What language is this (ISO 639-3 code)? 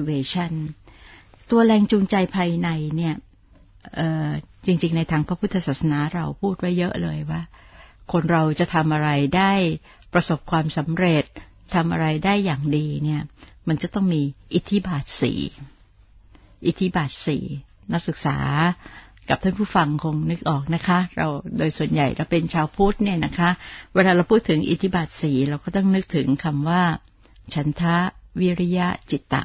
tha